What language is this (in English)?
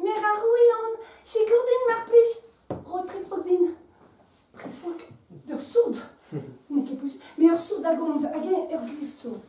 Breton